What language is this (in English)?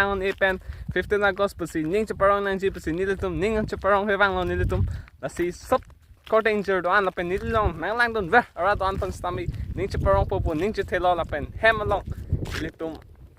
Karbi